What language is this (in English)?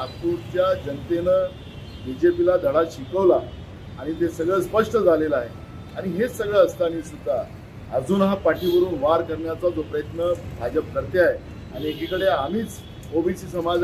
Marathi